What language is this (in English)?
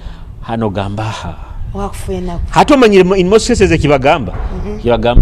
Nyoro